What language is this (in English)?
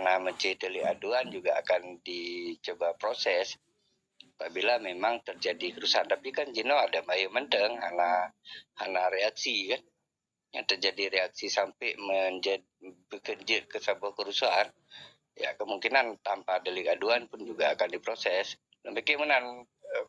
Achinese